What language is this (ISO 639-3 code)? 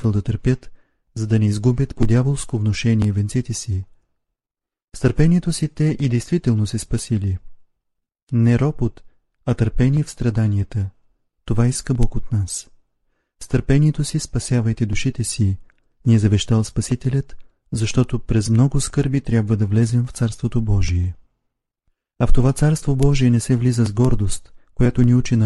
bul